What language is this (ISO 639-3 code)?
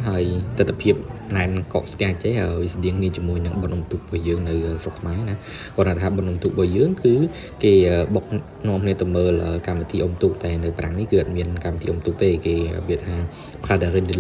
khm